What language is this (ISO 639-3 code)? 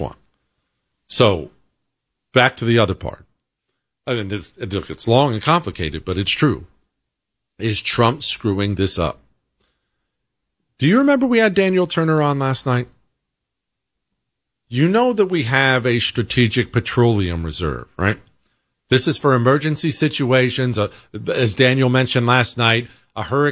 eng